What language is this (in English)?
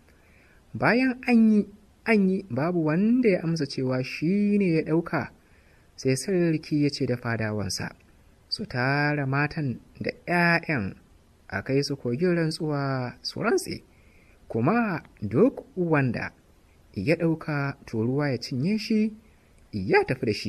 Hausa